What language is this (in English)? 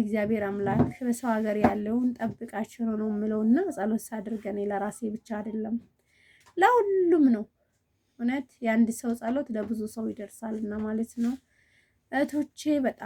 Amharic